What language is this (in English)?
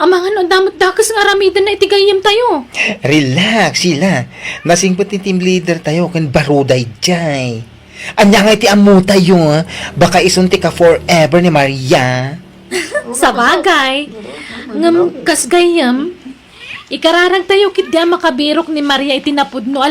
Iloko